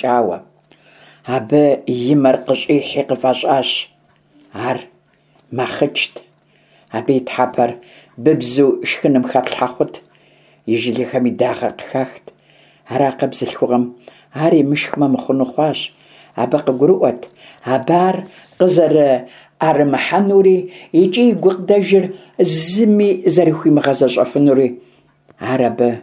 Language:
Kabardian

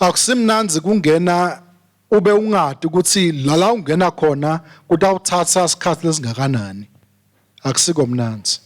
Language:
Swati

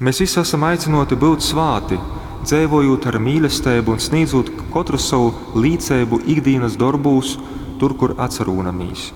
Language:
Latgalian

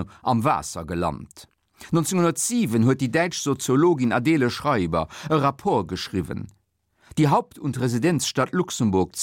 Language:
Luxembourgish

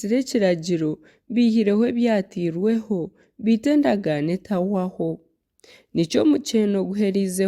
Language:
Nyankole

